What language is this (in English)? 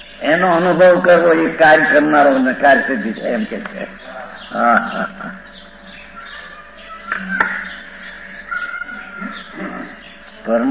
Gujarati